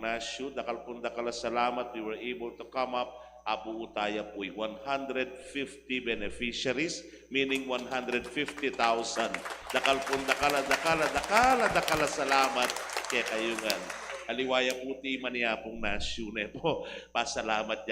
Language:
Pampanga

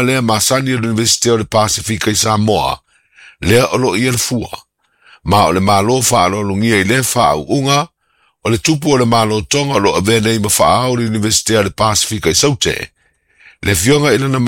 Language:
Samoan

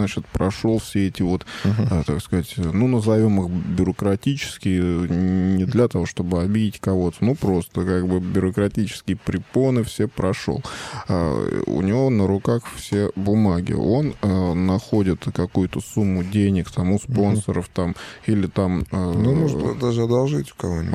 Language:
Russian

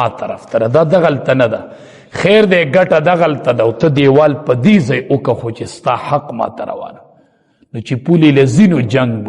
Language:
Pashto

